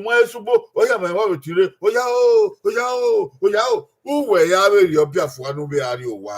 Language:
Bini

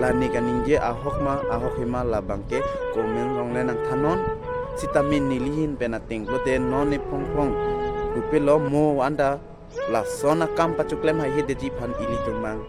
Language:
Karbi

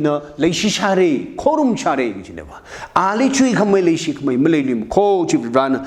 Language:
Tangkhul Naga (India)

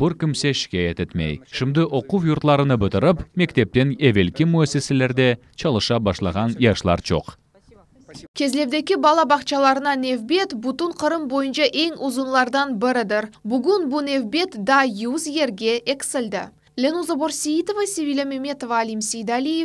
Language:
Crimean Tatar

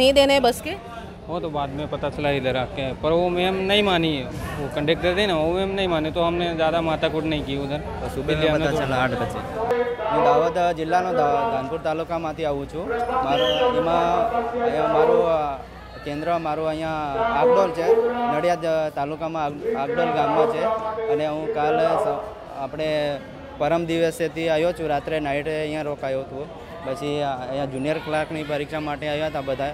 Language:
Gujarati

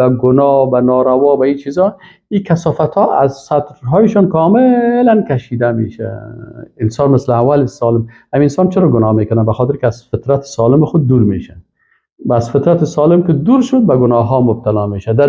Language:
Persian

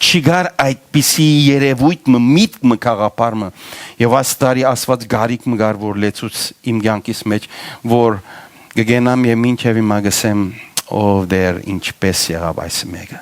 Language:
Western Armenian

